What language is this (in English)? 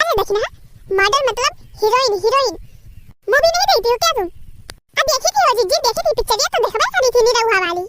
Awadhi